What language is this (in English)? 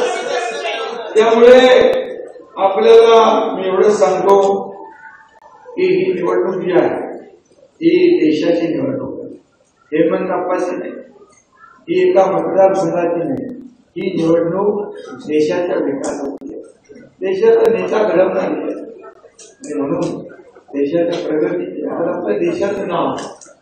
Marathi